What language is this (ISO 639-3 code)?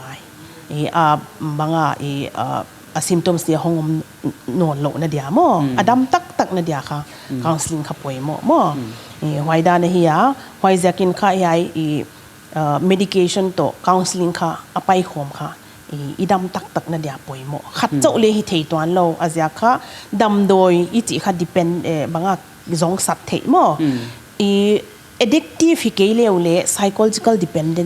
pck